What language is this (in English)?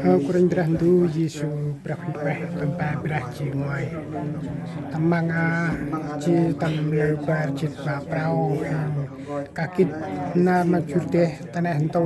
Central Mnong